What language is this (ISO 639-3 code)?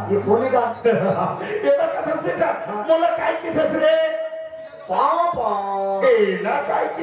hne